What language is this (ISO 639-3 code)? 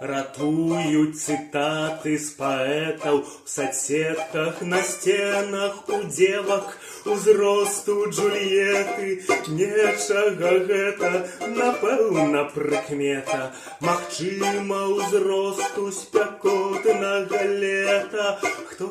bel